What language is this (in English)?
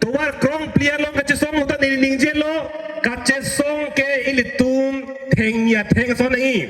Karbi